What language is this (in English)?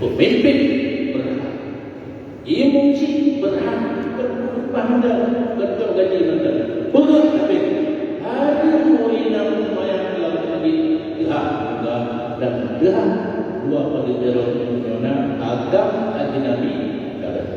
Achinese